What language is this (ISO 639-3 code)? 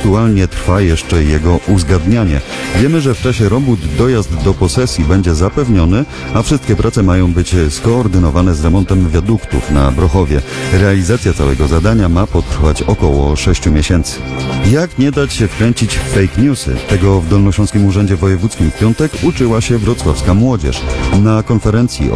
pol